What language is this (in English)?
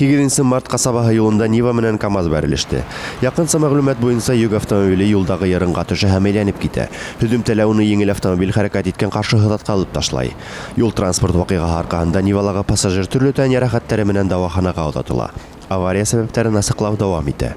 Bashkir